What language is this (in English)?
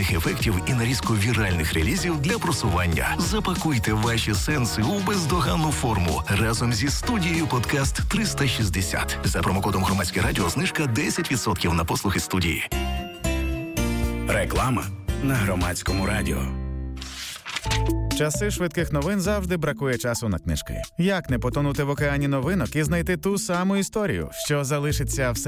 Ukrainian